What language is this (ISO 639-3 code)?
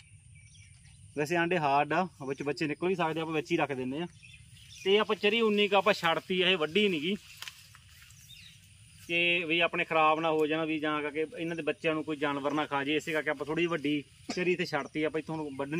pan